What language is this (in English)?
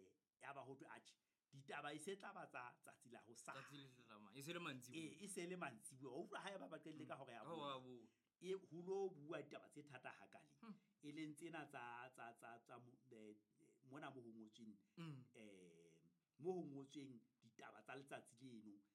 Southern Sotho